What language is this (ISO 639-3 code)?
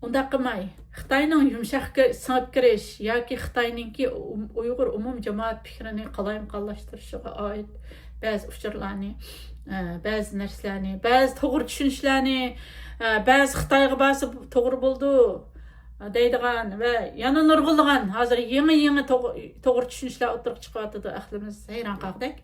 uig